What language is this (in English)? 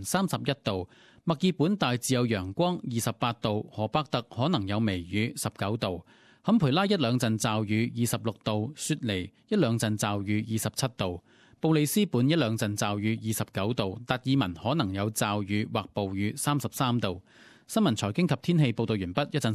Cantonese